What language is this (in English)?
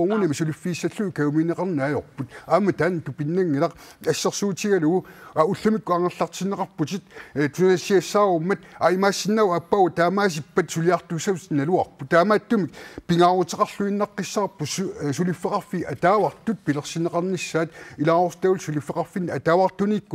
Kalaallisut